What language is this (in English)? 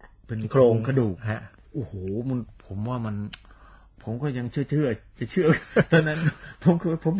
Thai